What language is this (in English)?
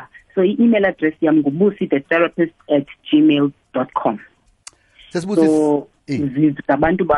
Xhosa